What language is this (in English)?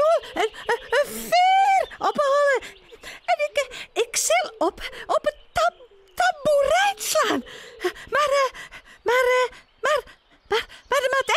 Western Frisian